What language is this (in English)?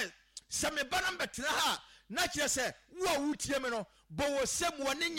Akan